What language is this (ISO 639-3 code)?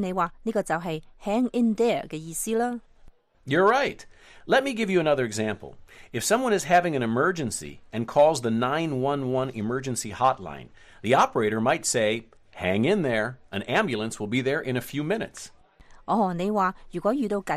yue